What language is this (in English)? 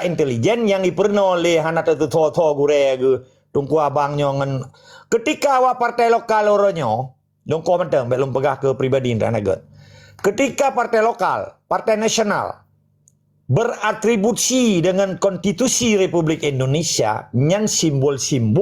Achinese